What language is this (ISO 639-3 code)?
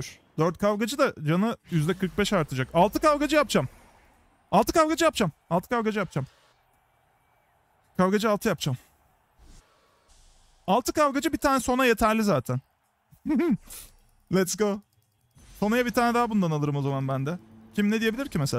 tur